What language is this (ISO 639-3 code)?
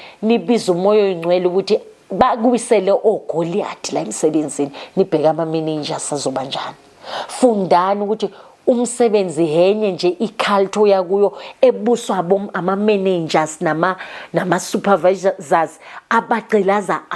zul